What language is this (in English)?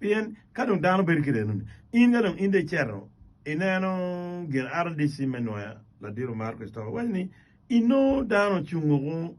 Acoli